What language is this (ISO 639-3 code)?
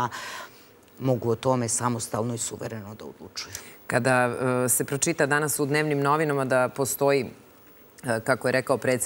srp